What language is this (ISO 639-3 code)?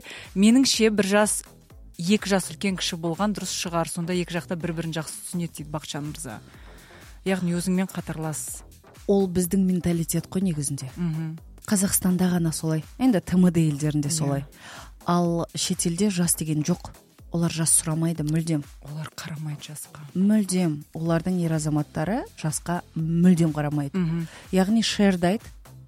kaz